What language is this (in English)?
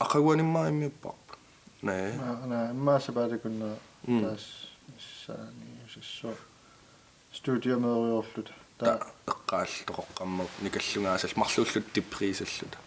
Kalaallisut